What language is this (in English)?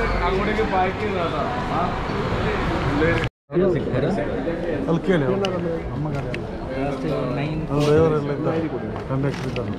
Kannada